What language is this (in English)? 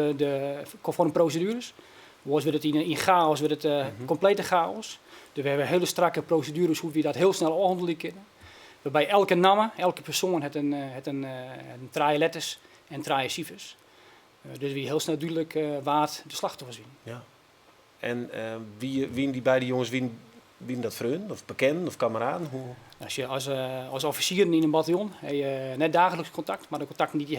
Western Frisian